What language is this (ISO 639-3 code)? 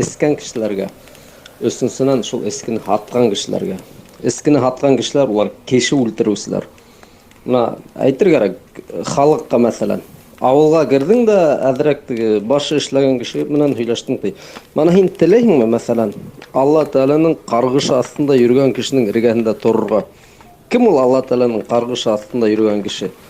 bak